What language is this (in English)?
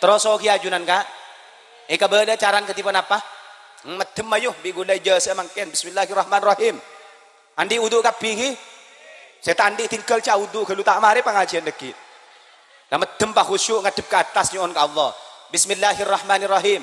Madurese